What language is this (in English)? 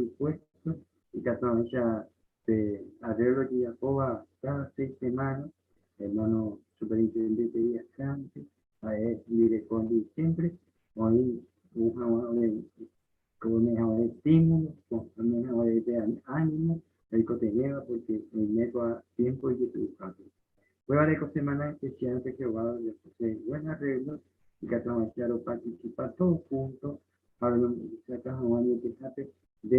Guarani